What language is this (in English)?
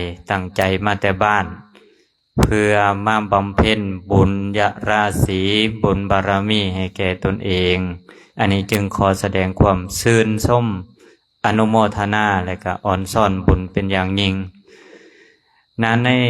Lao